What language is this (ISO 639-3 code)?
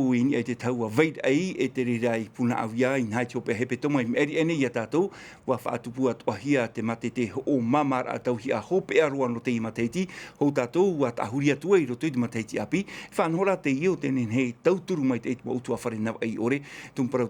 tah